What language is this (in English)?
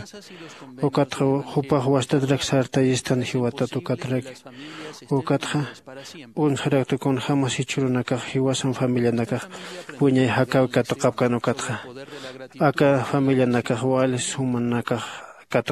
Aymara